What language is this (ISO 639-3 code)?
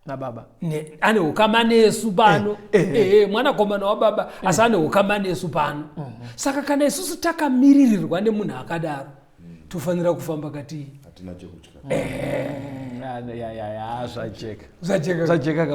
sna